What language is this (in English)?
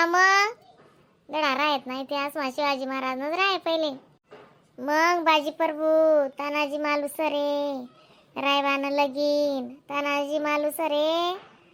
Khandesi